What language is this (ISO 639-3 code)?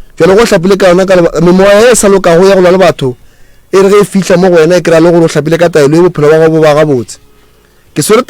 nso